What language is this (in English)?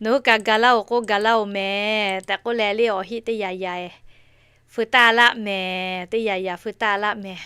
Lahu